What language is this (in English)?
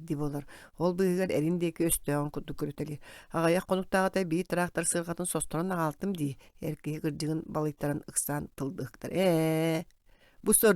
Yakut